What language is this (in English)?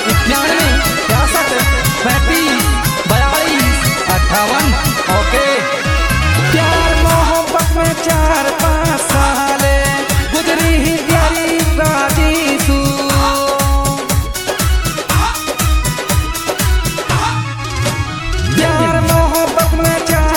Haryanvi